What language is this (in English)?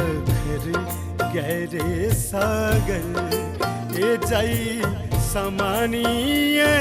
Dogri